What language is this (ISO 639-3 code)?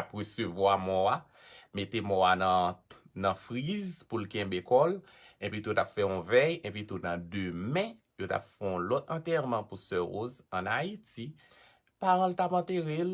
hat